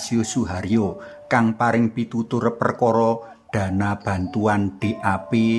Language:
Javanese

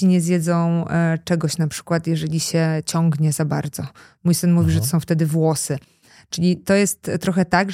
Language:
Polish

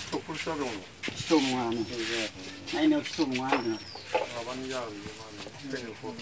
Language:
Bodo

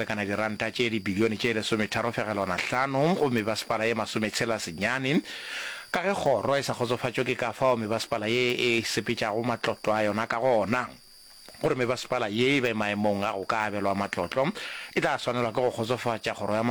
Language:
Northern Sotho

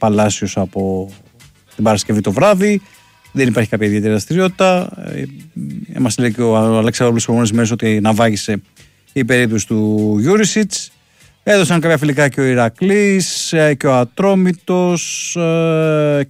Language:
Greek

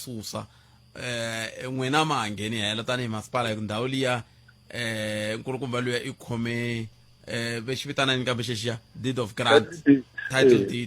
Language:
Tsonga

